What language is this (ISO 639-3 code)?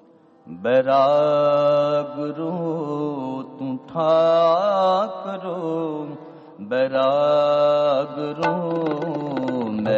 pan